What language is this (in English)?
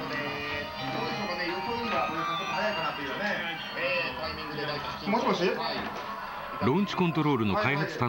Japanese